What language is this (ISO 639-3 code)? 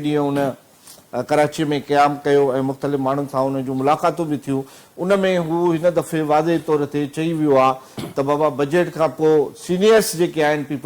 snd